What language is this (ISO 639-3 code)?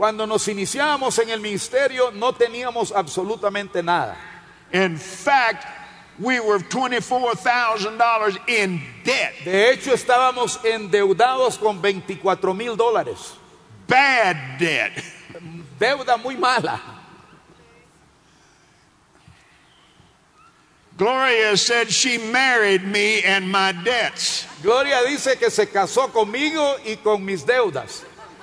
spa